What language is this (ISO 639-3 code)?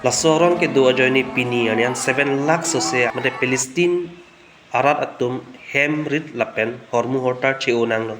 mjw